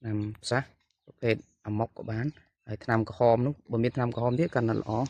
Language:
Khmer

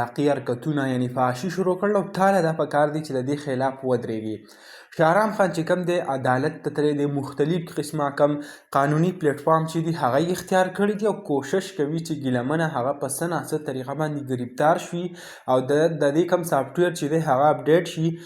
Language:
Pashto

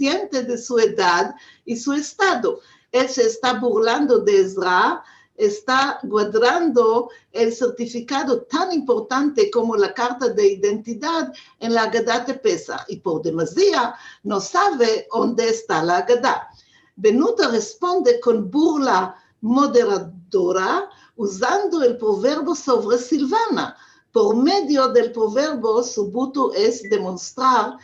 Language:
Ladino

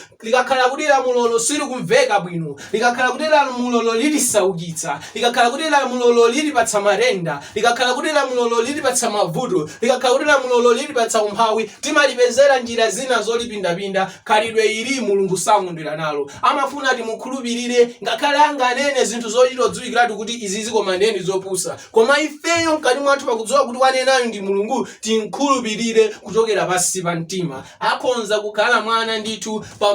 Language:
Nyanja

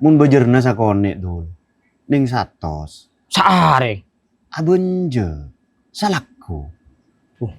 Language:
Madurese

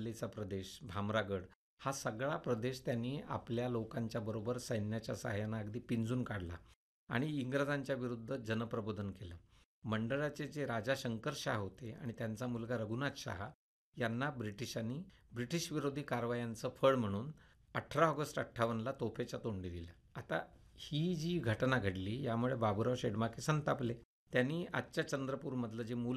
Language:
Marathi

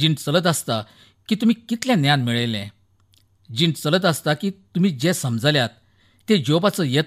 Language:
Konkani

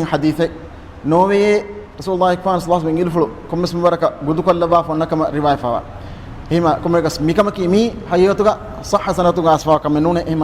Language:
Divehi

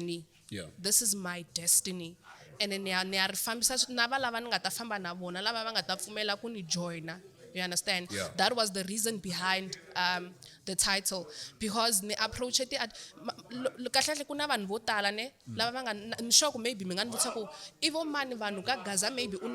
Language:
Tsonga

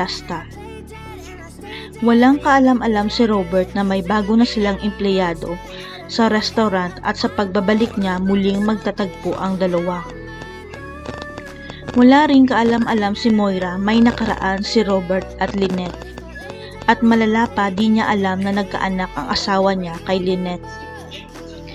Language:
Filipino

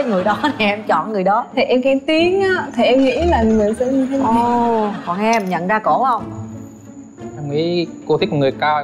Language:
Vietnamese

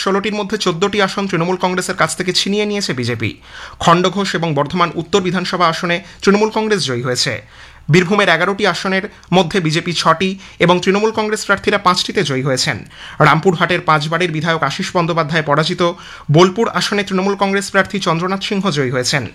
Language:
Bangla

